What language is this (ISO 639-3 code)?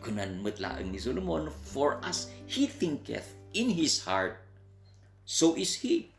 ilo